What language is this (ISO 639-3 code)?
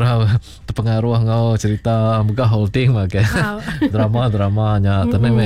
iba